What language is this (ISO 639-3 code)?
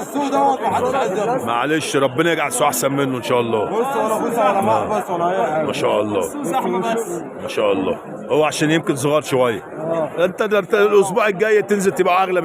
arz